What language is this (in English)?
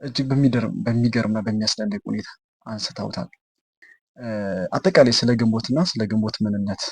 Amharic